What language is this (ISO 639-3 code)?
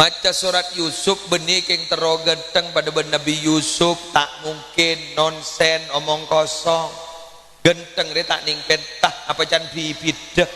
mad